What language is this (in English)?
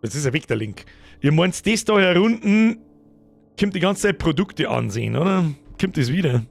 Bavarian